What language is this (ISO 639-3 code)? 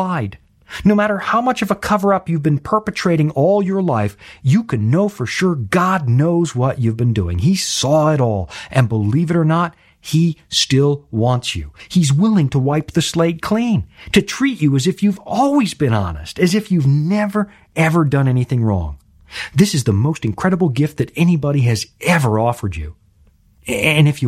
eng